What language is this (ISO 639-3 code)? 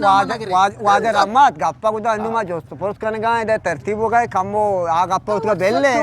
bgp